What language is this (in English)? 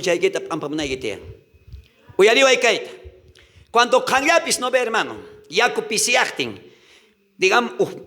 South Bolivian Quechua